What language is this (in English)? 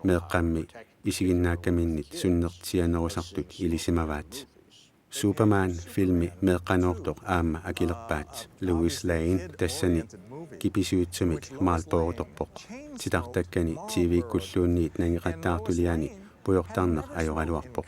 Kalaallisut